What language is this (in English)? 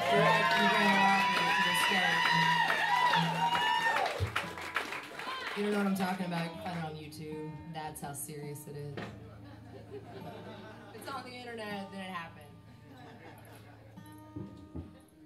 English